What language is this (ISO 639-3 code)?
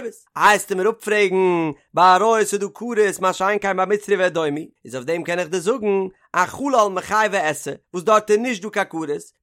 yid